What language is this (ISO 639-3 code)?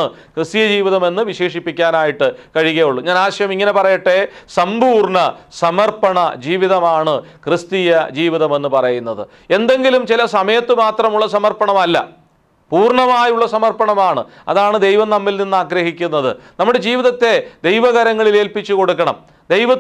mal